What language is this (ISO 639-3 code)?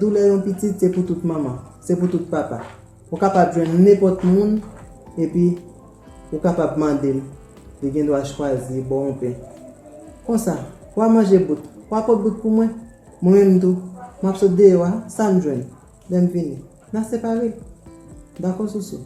hat